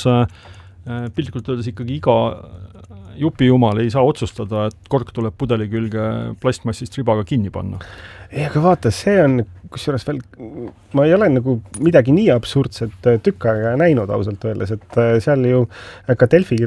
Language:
Estonian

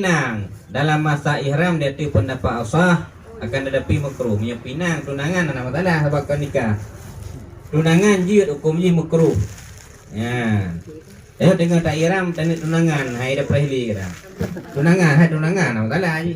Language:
Achinese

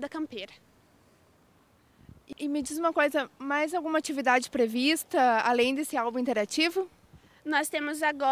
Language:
Portuguese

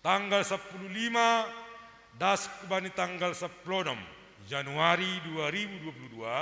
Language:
Batak Simalungun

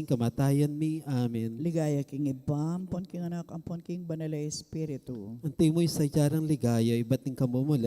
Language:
Pampanga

